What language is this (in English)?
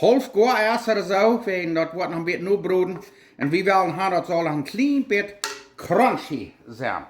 Plautdietsch